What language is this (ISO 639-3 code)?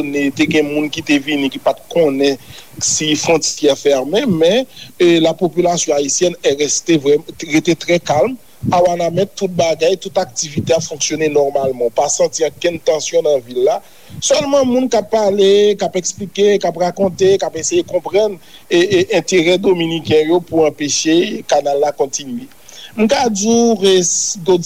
hat